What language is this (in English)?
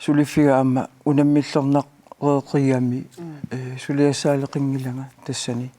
Kalaallisut